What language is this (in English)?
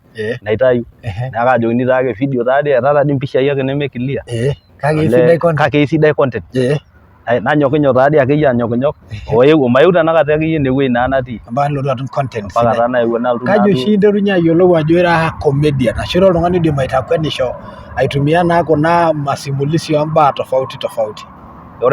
Masai